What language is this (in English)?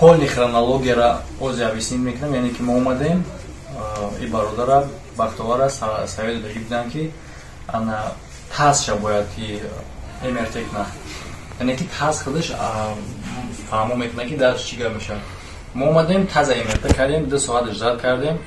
Tajik